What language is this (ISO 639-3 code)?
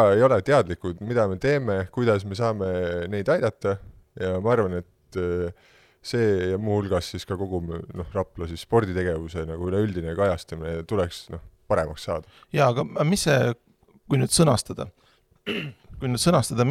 est